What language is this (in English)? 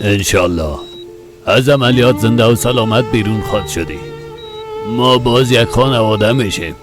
Persian